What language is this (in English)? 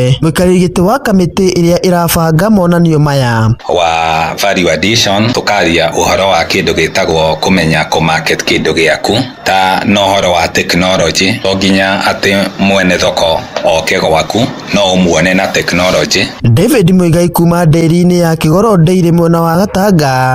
Kikuyu